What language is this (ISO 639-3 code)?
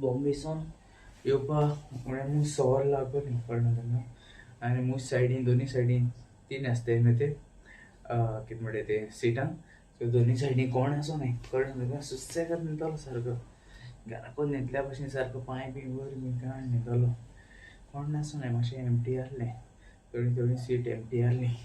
kok